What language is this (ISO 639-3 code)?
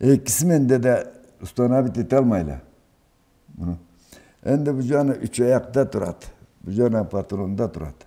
krc